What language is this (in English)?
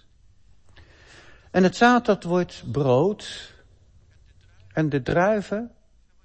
Dutch